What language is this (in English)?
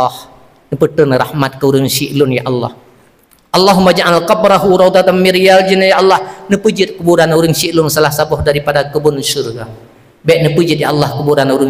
Achinese